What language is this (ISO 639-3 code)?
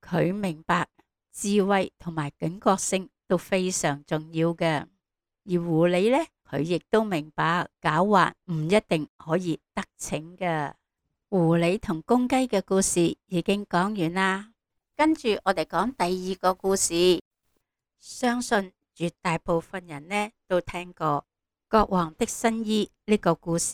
yue